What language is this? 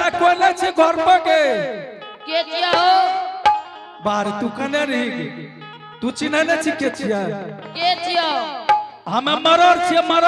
Angika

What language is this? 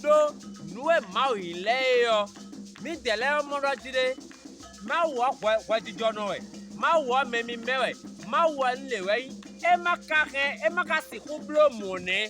Fon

